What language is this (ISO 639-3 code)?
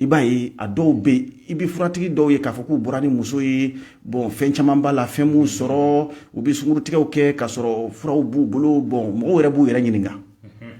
bam